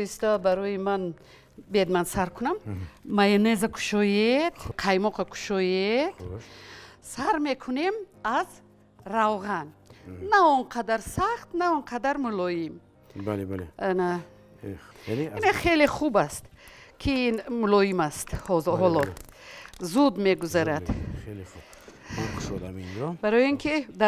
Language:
Tajik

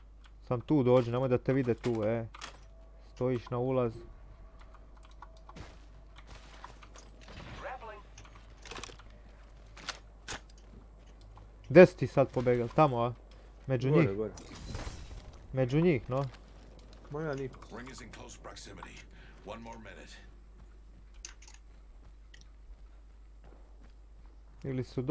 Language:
Croatian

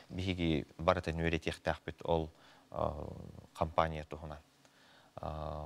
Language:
Yakut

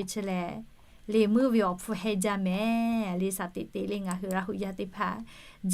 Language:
Lahu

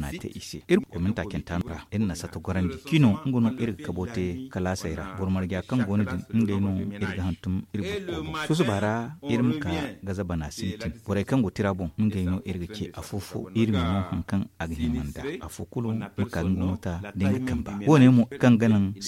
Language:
Zarma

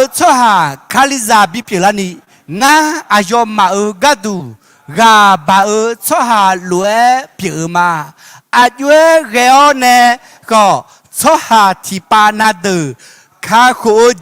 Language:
Akha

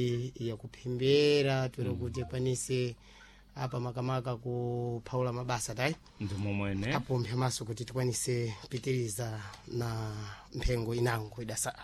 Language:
Sena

